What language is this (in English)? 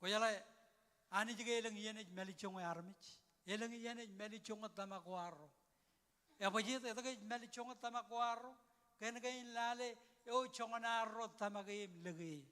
Marshallese